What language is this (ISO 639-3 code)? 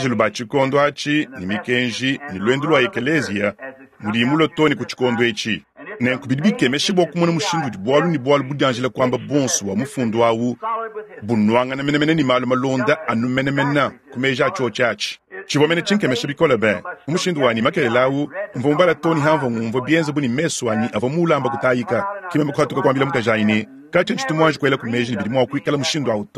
lua